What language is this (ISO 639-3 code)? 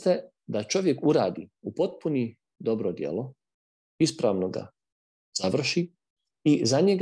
bos